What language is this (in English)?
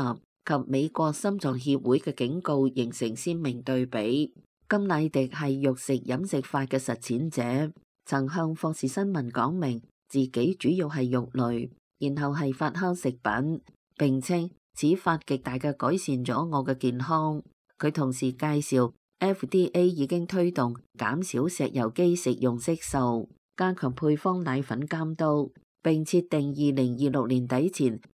Cantonese